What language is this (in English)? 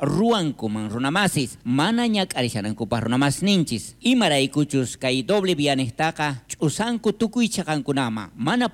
South Bolivian Quechua